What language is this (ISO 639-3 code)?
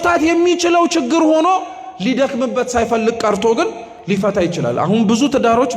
amh